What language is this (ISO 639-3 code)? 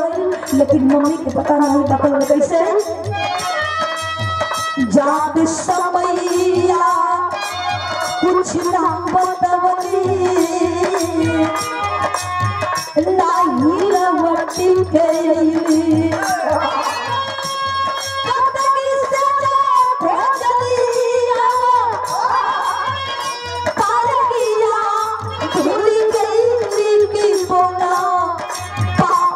bho